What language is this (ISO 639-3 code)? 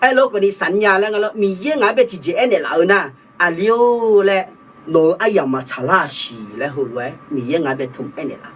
ahk